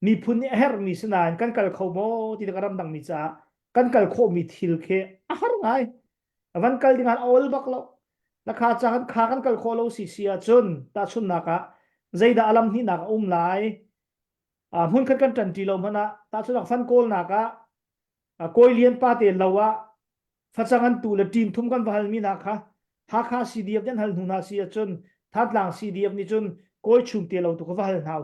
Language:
Hakha Chin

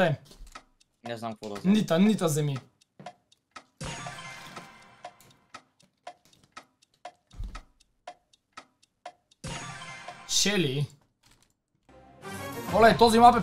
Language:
Bulgarian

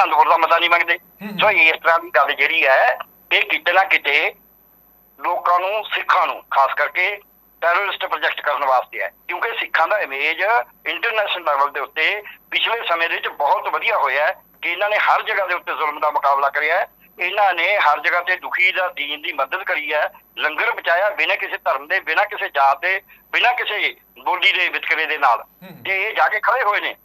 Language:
Punjabi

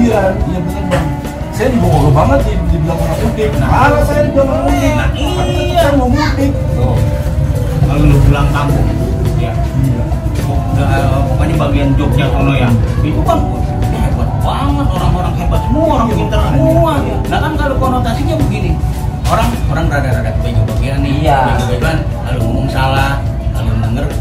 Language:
Betawi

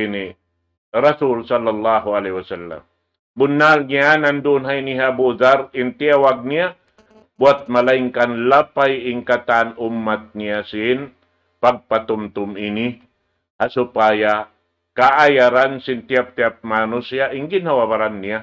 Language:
Tausug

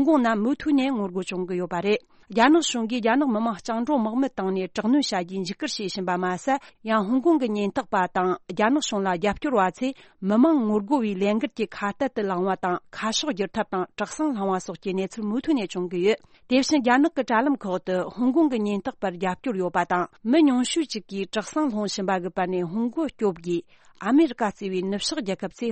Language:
Tibetan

